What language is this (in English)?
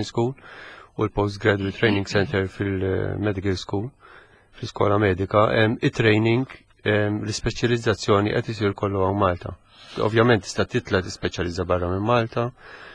Maltese